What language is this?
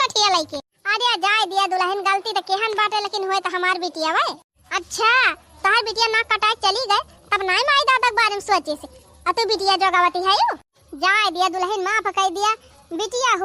Awadhi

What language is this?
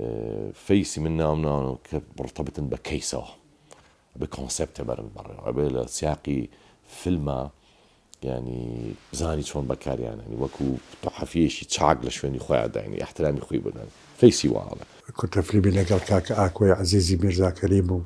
Central Kurdish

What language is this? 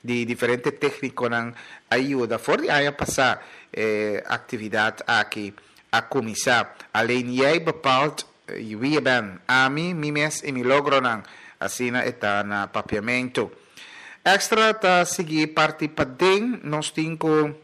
Papiamento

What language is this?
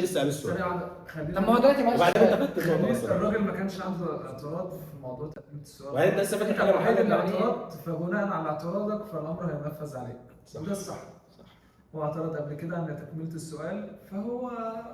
Egyptian Arabic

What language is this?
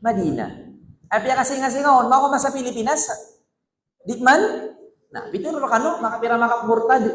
Maranao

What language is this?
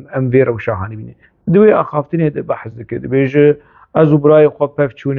Kurdish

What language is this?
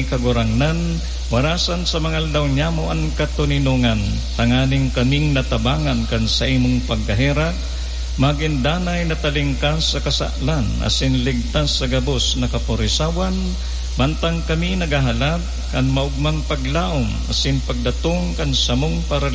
Bikol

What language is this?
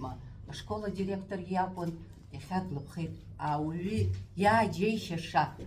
Abkhazian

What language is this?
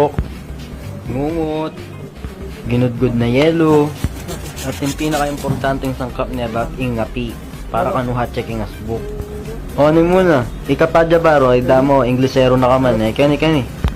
Pampanga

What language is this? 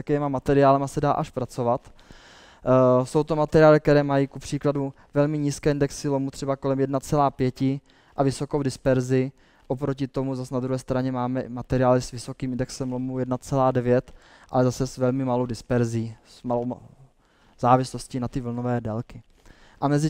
Czech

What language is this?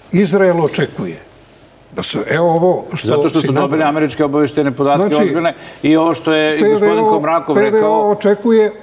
Serbian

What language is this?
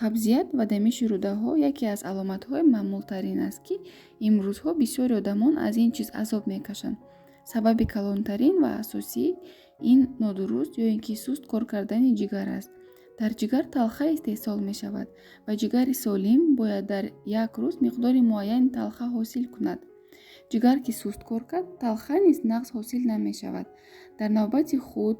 Tajik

